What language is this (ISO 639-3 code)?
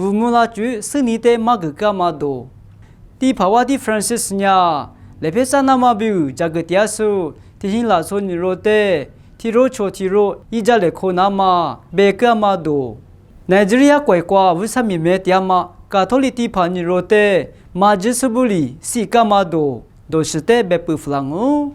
lis